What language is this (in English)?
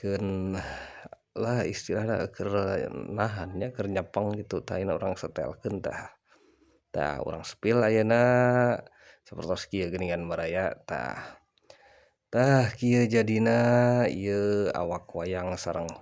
Sundanese